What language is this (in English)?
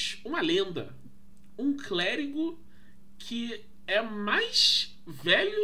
Portuguese